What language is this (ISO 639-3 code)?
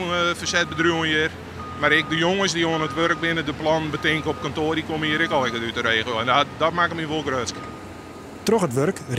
fry